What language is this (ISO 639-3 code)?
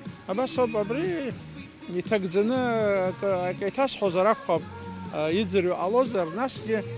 abk